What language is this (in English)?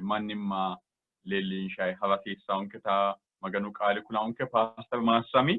Sidamo